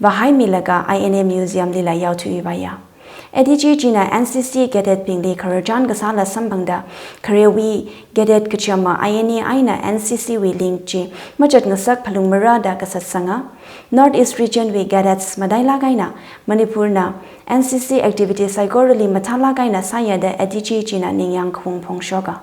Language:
Tangkhul Naga (India)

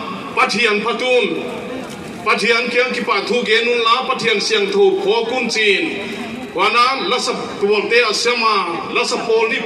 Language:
Paite Chin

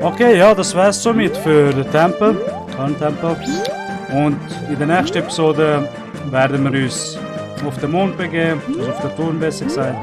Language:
Swiss German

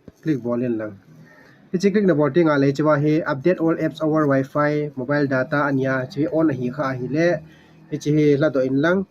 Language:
Thado Chin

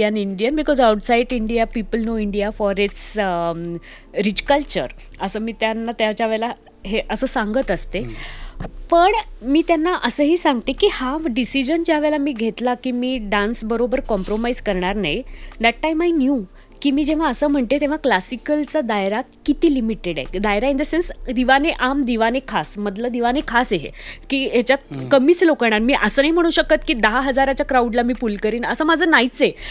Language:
Marathi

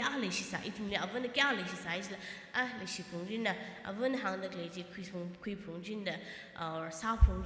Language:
Tangkhul Naga (India)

